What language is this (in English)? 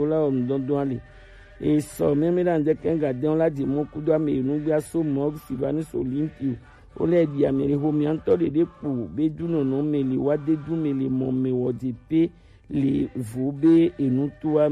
Gen